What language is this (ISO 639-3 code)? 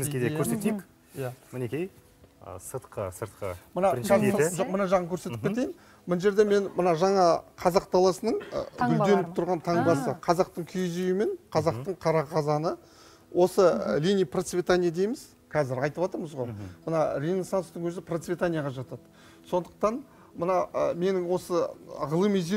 kaz